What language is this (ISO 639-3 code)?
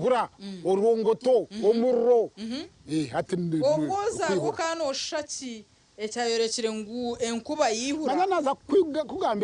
nyn